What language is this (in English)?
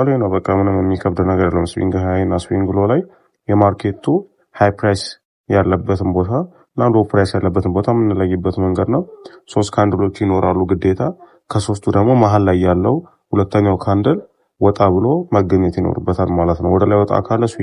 Amharic